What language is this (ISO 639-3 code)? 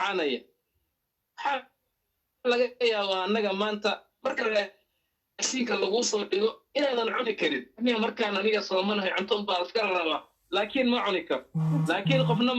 som